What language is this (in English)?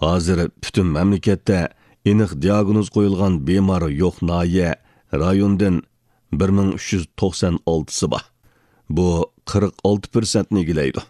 Uyghur